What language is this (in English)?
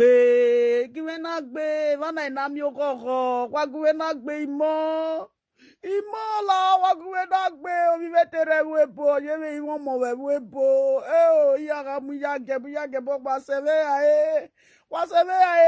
Nigerian Pidgin